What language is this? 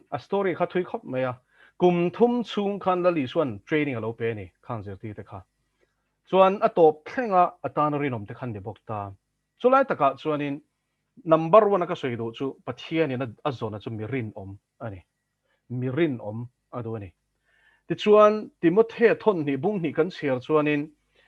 Mizo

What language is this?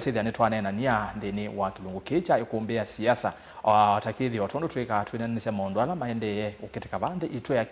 Kamba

